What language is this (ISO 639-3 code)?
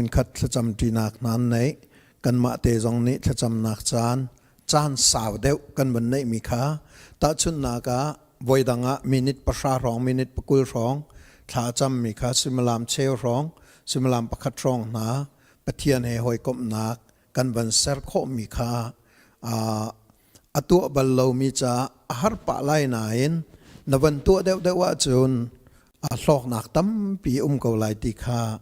cnh